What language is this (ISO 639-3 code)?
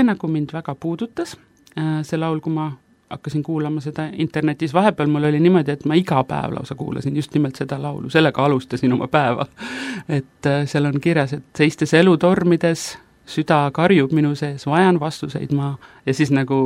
est